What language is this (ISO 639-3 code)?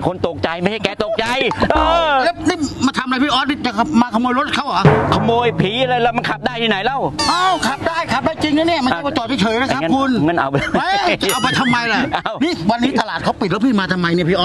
tha